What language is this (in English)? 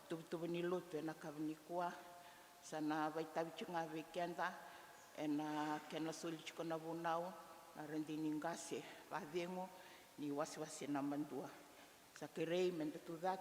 Fijian